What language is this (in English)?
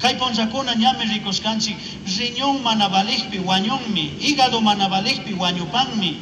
Chimborazo Highland Quichua